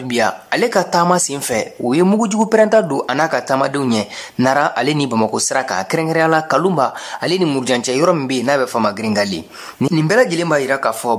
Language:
Bambara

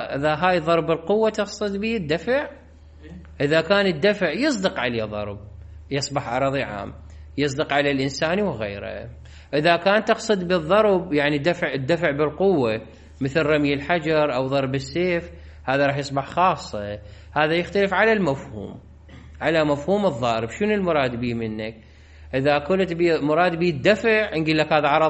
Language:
Mesopotamian Arabic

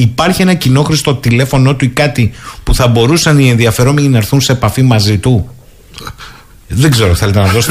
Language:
Greek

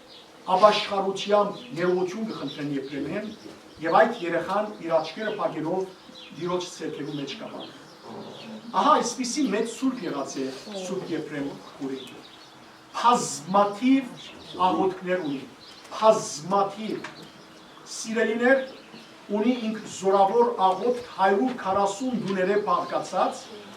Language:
Western Armenian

